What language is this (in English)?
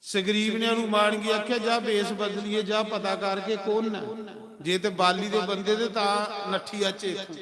Dogri